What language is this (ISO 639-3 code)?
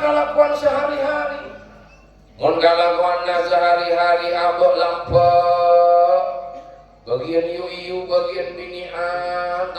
mad